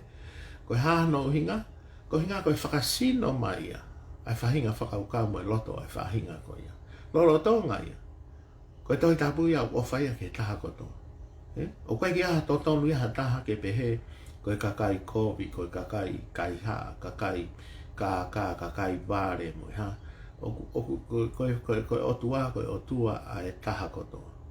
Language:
Tongan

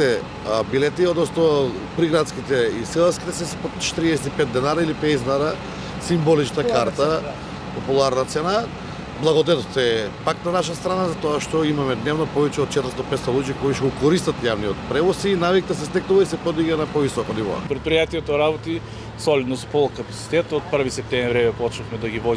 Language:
Macedonian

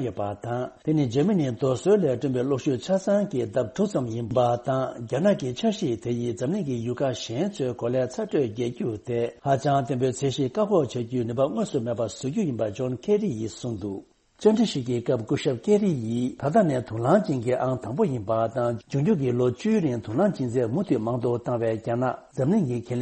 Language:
Tibetan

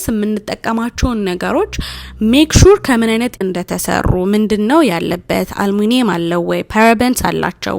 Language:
Amharic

